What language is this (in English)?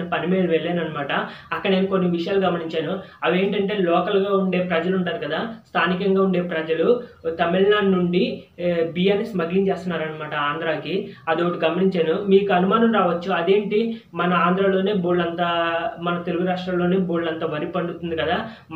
Telugu